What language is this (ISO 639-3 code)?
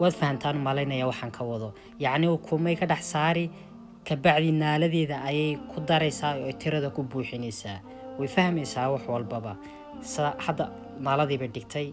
som